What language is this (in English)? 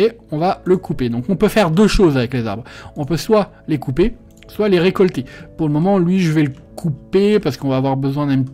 French